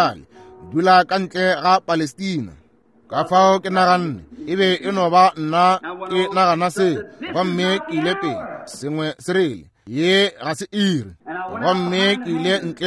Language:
Northern Sotho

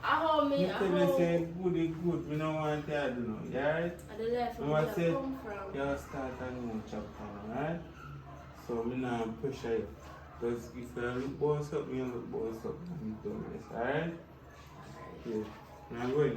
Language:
Jamaican Creole English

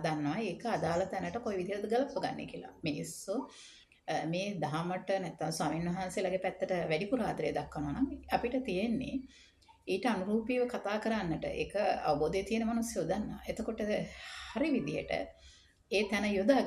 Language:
Sinhala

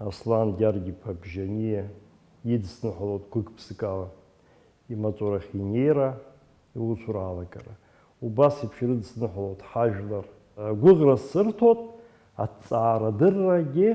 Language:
Abkhazian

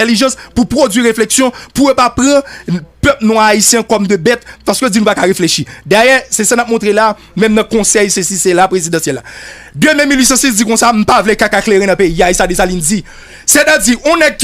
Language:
Haitian Creole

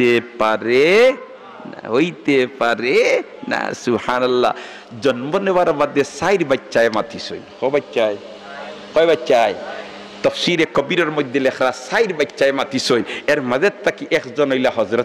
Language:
Sylheti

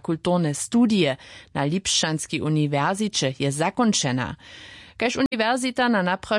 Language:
Upper Sorbian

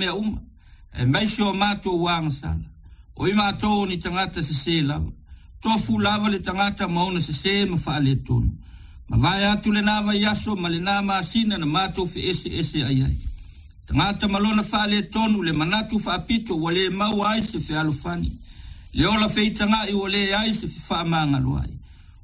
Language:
Samoan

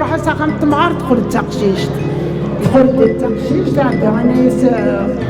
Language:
Kabyle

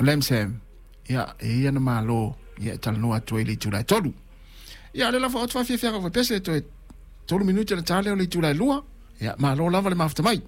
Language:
Samoan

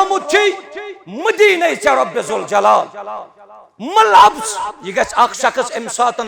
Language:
Kashmiri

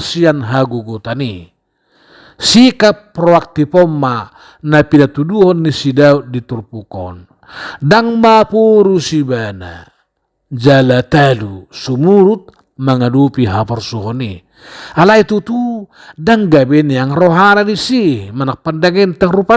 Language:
Batak Toba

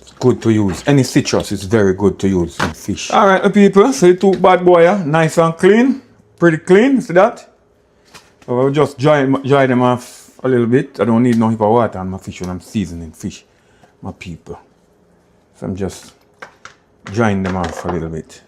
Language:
Jamaican Creole English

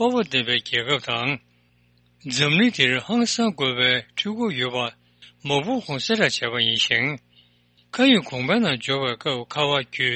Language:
Tibetan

